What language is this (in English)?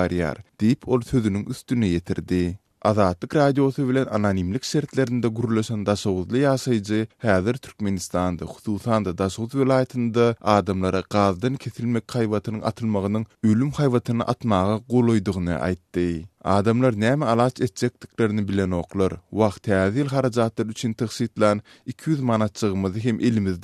Turkmen